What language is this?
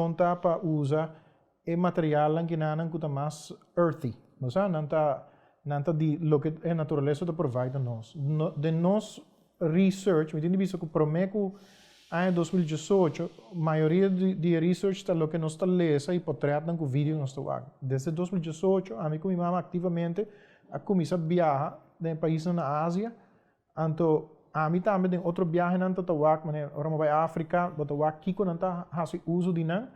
Papiamento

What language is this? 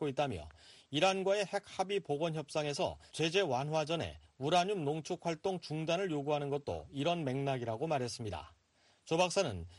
Korean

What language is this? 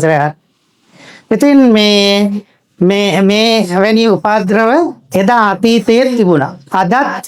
Sinhala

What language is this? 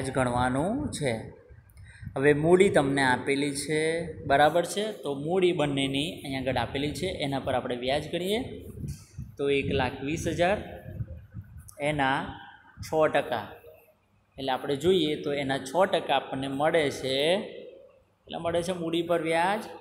Gujarati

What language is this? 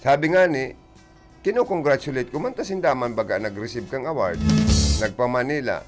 Bikol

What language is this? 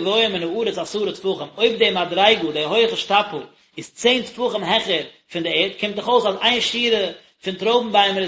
Yiddish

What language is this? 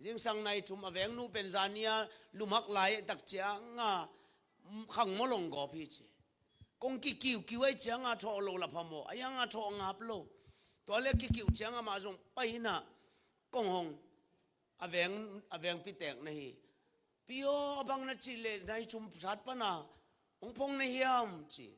Tedim Chin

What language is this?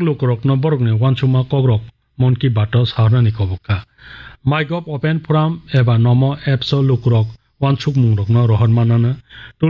Kok Borok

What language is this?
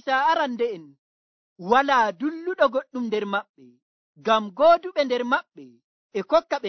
Nigerian Fulfulde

